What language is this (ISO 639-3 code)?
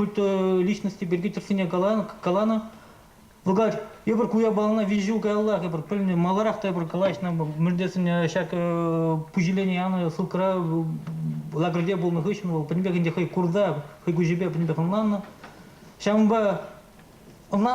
chv